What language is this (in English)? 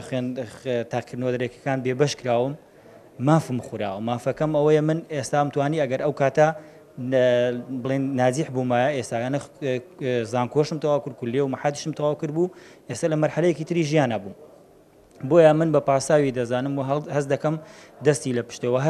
Central Kurdish